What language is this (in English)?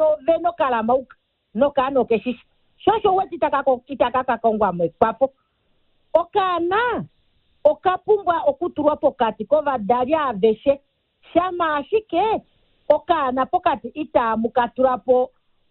Kuanyama